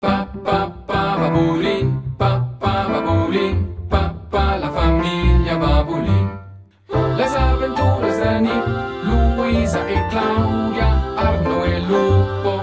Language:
Romansh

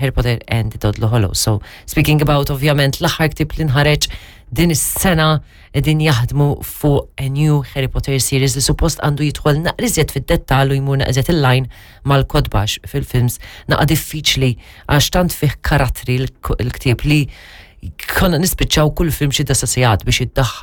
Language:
Maltese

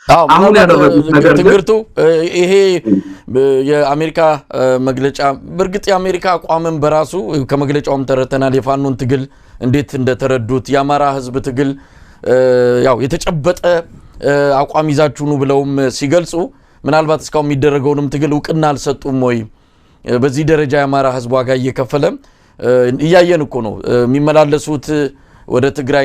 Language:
Amharic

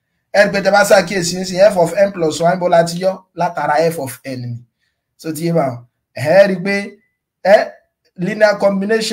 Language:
Yoruba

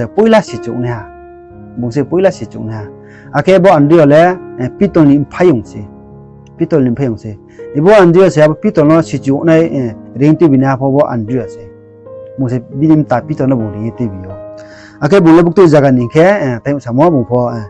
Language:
Riang (India)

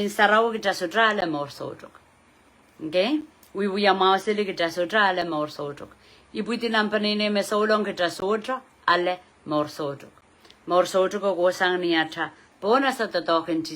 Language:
Pohnpeian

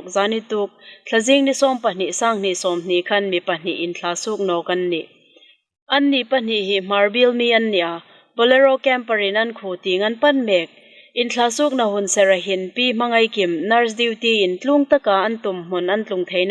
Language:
Hmar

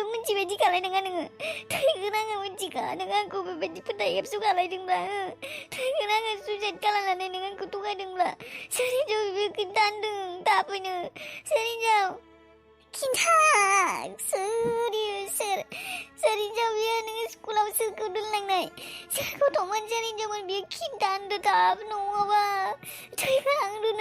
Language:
Bodo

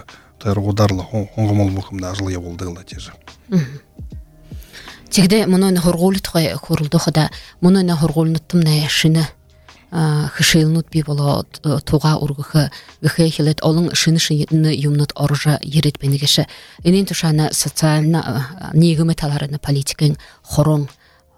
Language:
Buriat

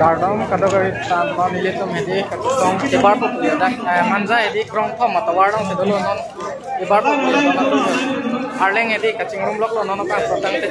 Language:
Karbi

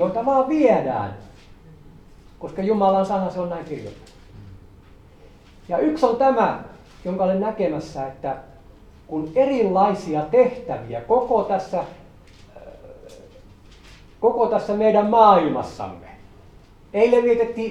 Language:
Finnish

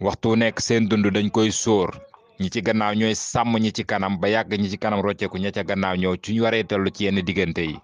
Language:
Wolof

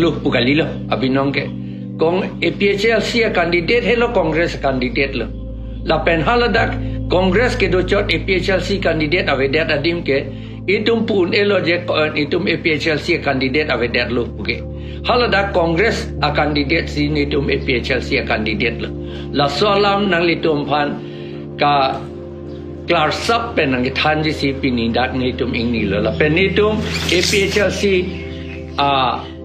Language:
Karbi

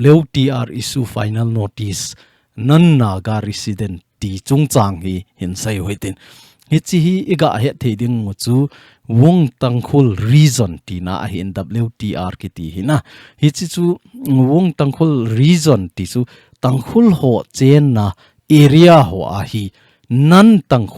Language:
Thado Chin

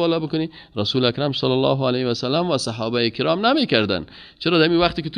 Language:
Persian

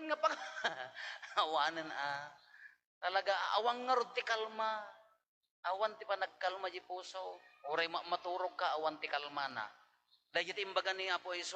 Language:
Iloko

